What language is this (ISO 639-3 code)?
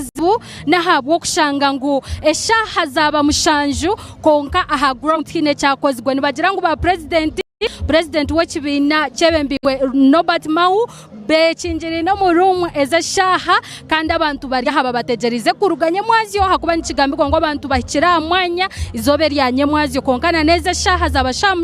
nyn